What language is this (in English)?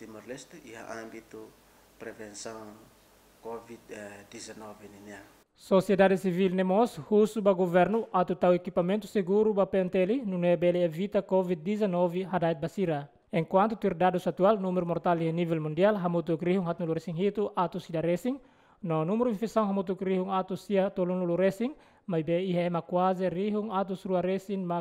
Tetum